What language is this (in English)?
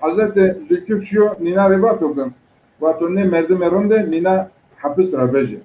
Zaza